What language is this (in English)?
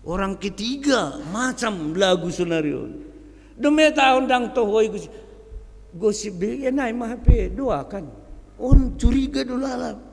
Batak Simalungun